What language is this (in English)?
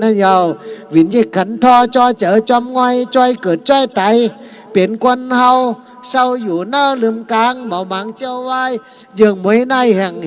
Shan